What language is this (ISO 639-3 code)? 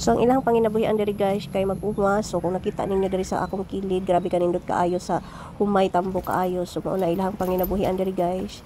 ceb